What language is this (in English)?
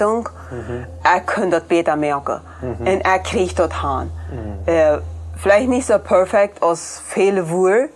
Plautdietsch